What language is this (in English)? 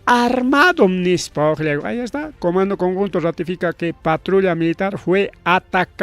Ayacucho Quechua